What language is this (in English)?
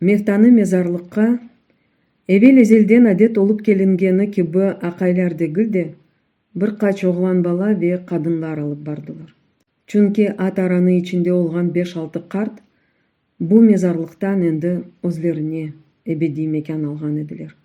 Crimean Tatar